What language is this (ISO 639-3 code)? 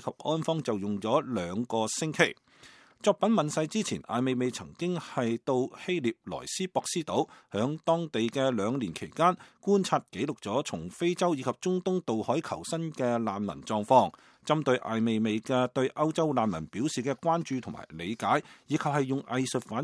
yue